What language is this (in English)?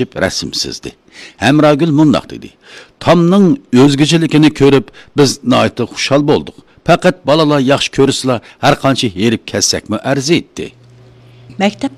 Uyghur